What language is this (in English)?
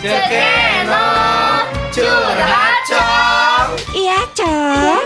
Sundanese